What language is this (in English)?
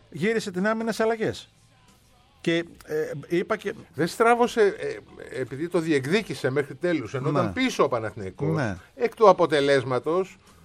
Greek